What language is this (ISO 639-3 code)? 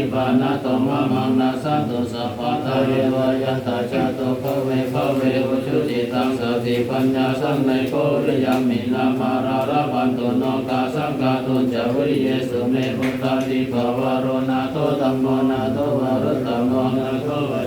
pli